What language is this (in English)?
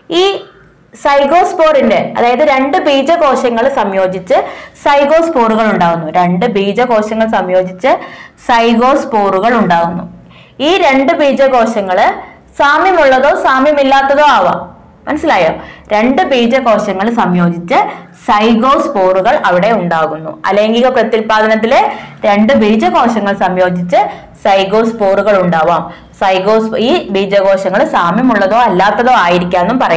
Malayalam